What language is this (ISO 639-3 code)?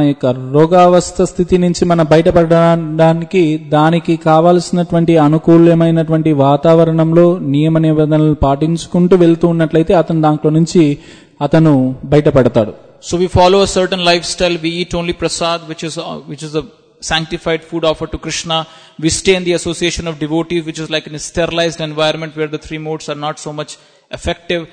tel